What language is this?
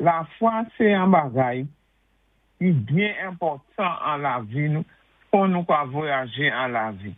Saint Lucian Creole French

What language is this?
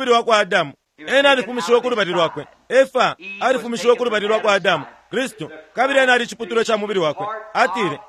Bemba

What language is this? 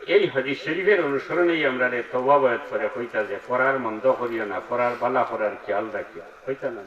Sylheti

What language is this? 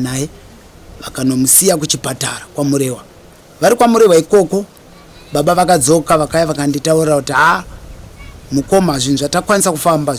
Shona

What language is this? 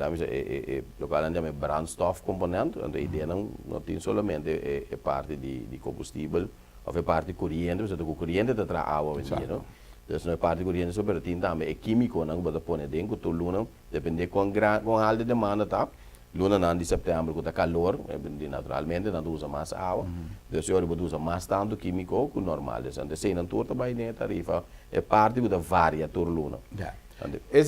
Papiamento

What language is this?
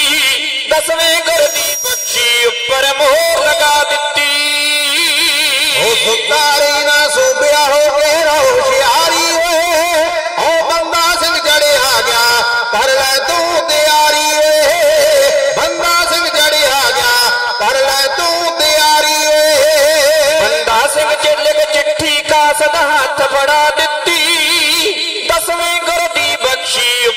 Punjabi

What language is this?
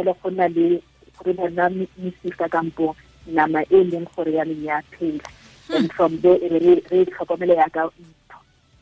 Tswana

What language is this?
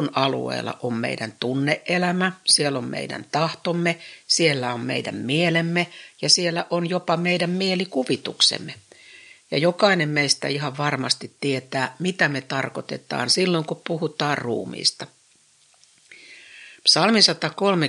Finnish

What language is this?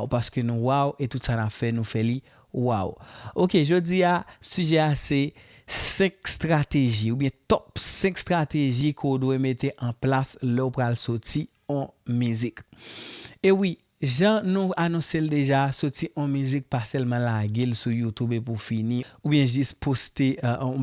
Haitian Creole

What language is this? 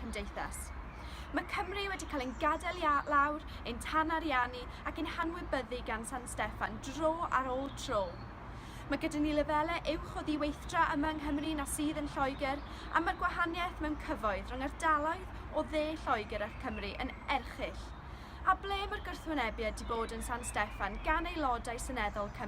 Welsh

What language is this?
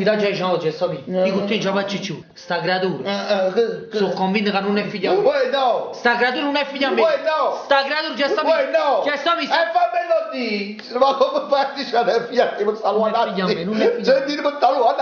Neapolitan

